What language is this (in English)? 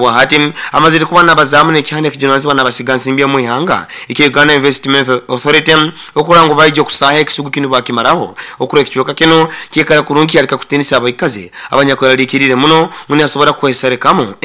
Nyoro